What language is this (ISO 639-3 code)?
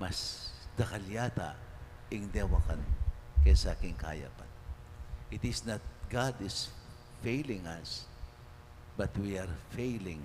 pam